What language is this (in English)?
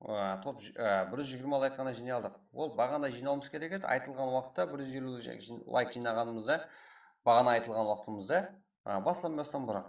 Kara-Kalpak